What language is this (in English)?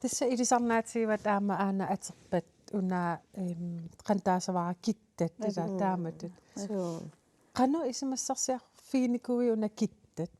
Kalaallisut